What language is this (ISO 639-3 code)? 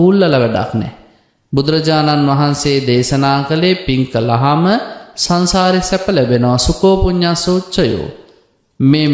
sin